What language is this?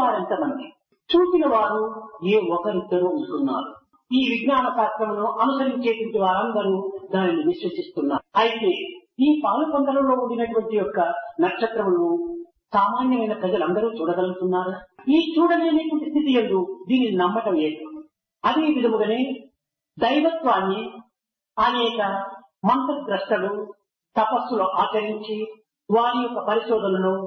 Telugu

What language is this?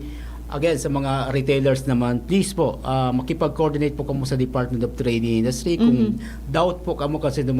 Bikol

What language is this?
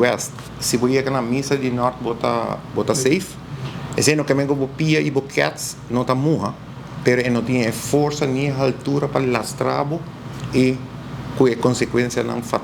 Papiamento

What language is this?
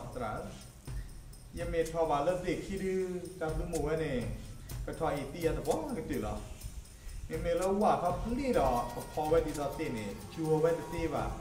S'gaw Karen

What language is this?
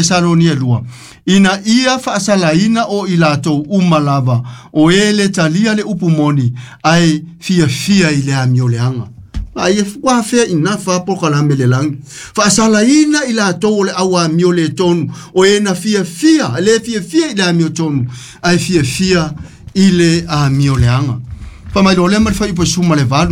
Samoan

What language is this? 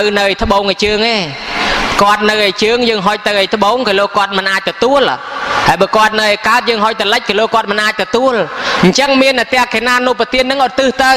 Khmer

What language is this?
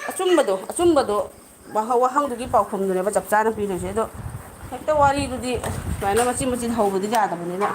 Manipuri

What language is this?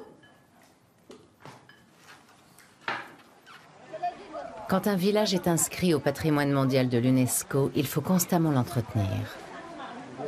French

